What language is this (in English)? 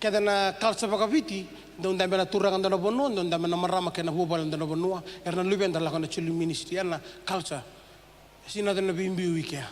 Fijian